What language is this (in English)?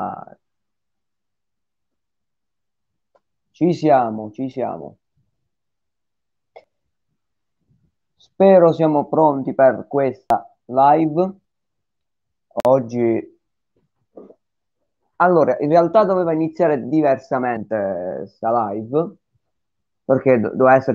Italian